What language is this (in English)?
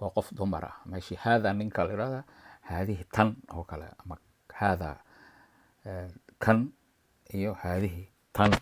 Somali